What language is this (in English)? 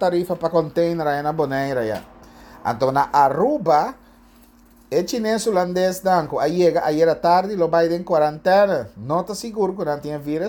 Papiamento